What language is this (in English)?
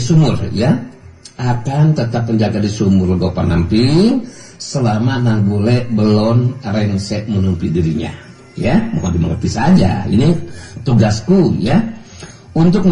Sundanese